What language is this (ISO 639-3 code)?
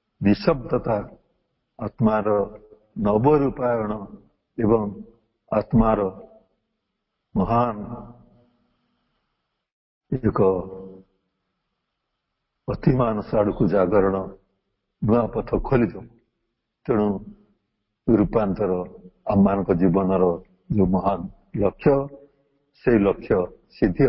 ori